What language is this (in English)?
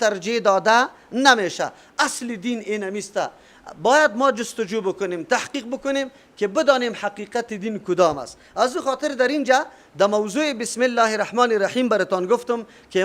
Persian